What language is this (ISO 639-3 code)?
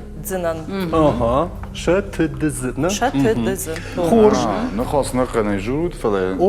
oss